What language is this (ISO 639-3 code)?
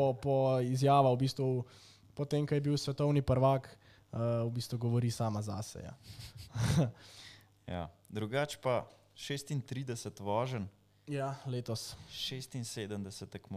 slv